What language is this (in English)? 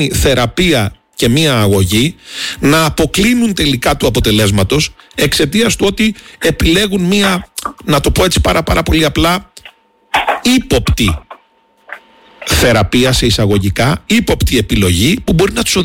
Greek